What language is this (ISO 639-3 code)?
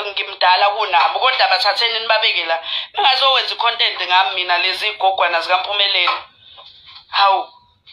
zul